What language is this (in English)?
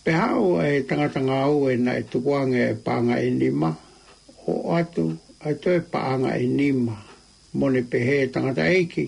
Tongan